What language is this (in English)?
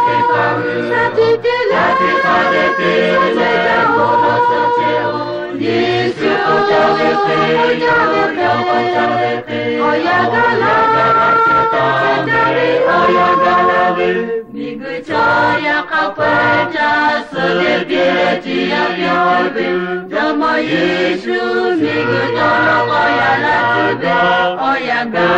Lahu